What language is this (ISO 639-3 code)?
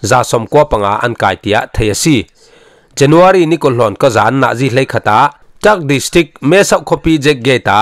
cfm